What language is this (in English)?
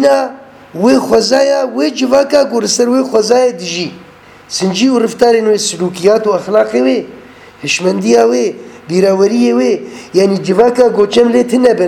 Kurdish